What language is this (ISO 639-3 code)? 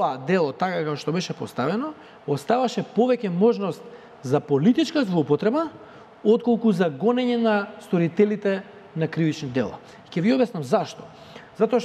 mkd